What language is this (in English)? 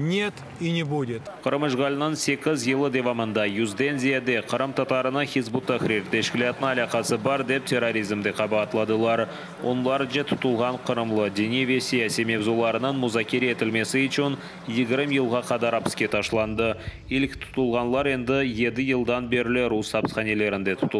Crimean Tatar